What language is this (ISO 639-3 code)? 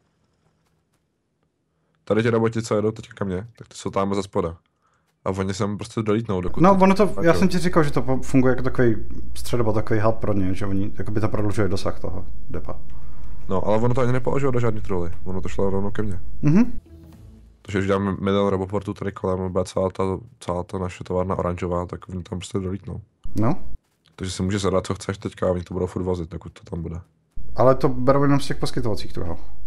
ces